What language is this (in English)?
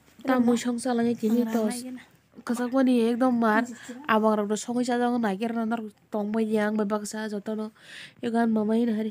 Kok Borok